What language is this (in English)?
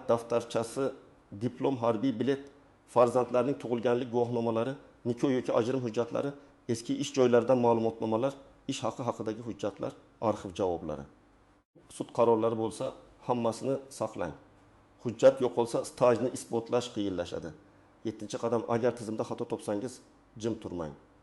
Uzbek